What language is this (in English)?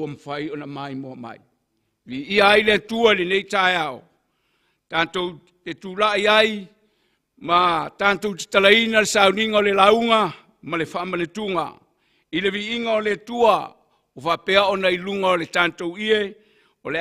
Samoan